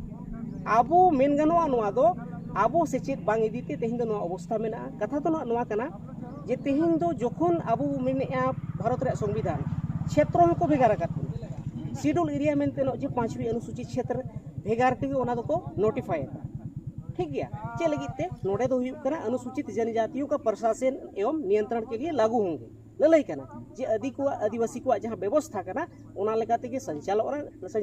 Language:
Santali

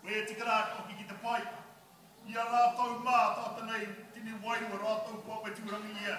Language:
Māori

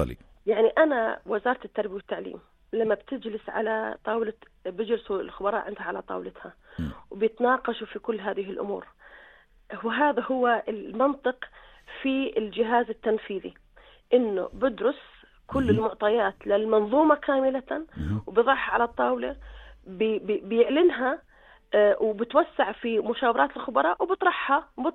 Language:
North Levantine Arabic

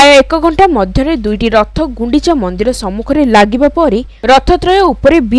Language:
Odia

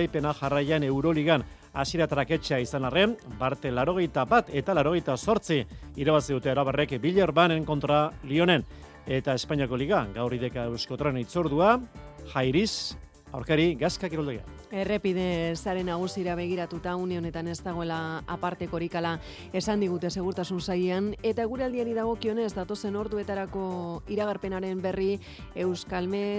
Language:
Basque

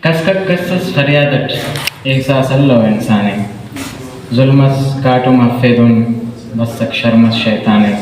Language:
Brahui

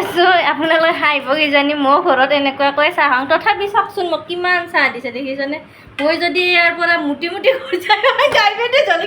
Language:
Assamese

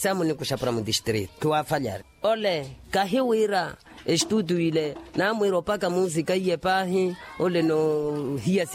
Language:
Makhuwa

